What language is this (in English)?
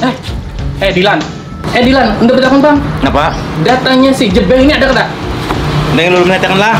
Banjar